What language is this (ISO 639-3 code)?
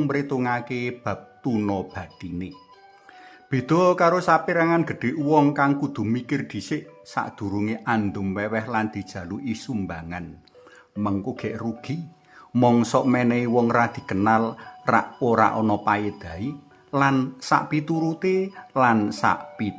jav